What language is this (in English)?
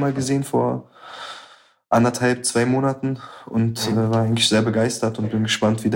German